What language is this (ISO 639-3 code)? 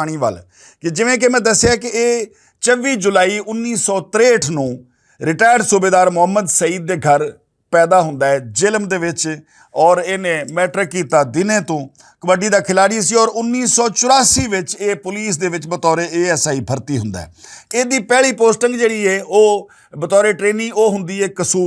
lah